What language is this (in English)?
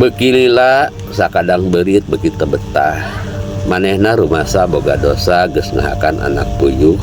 Sundanese